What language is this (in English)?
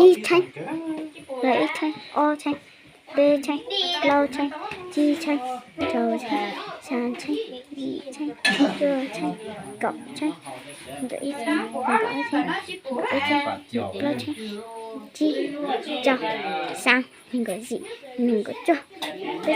Hmong